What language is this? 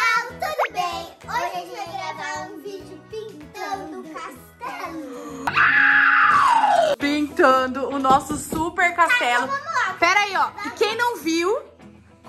Portuguese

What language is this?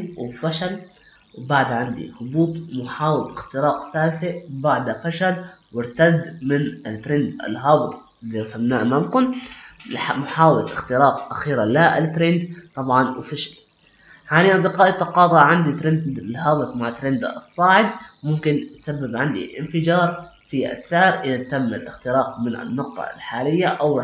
Arabic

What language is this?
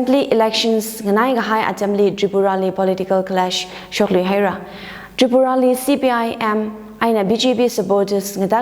Tangkhul Naga (India)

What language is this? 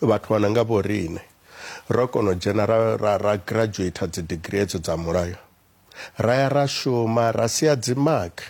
Venda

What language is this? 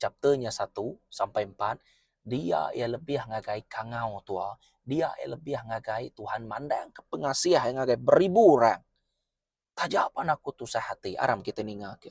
Iban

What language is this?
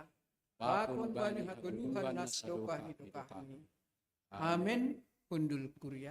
Batak Simalungun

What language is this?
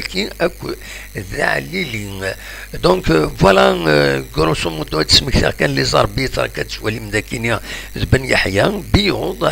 Kabyle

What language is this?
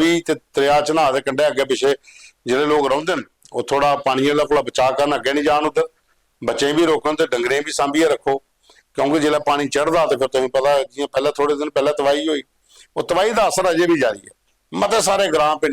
Dogri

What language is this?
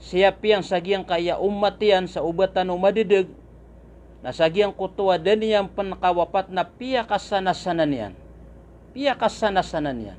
Maranao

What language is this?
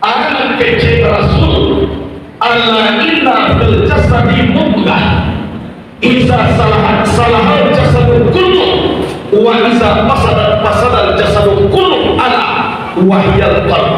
Minangkabau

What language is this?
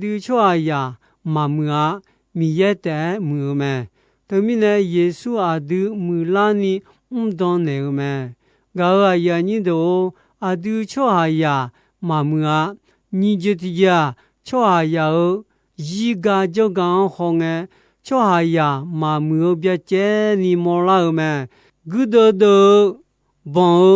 Akha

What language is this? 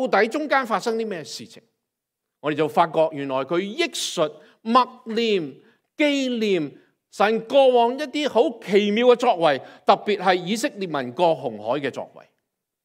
Cantonese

